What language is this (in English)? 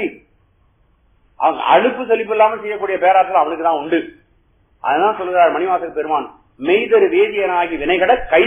Tamil